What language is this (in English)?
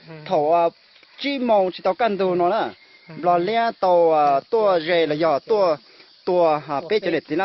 Hmong